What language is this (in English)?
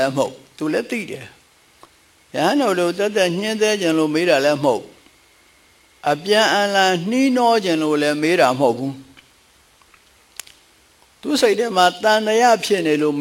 Burmese